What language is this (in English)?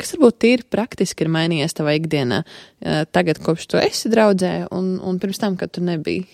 Latvian